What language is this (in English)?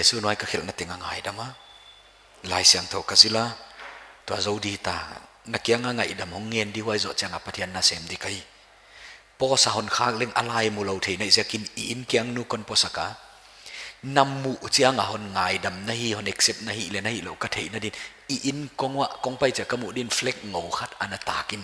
Paite Chin